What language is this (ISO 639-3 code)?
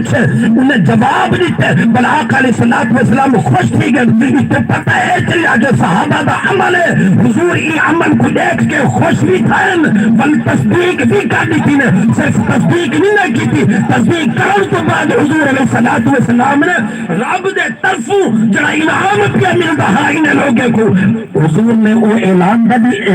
skr